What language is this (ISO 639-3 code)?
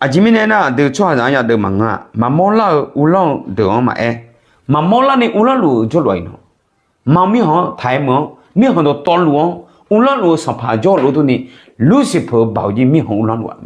ahk